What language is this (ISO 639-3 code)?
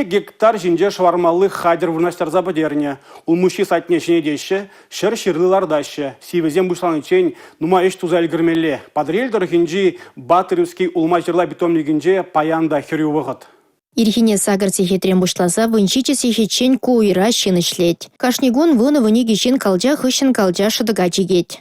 chv